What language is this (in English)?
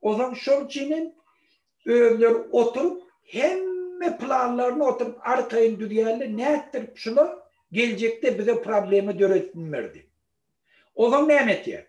Turkmen